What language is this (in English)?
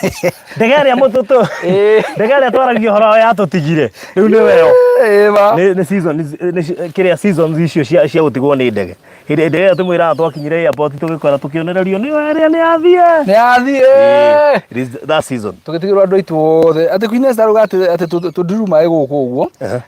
Kikuyu